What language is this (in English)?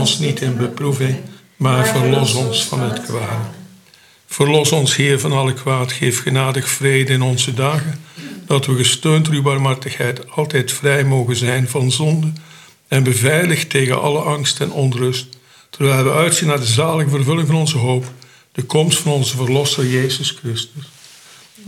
Dutch